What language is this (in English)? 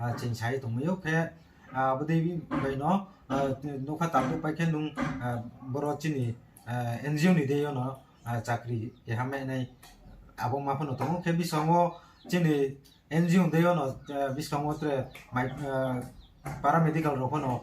Riang (India)